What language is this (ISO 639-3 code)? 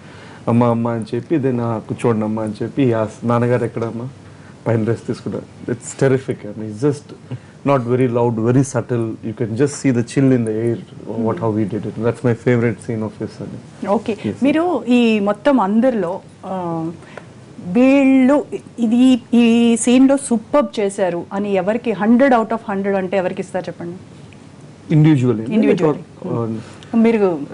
tel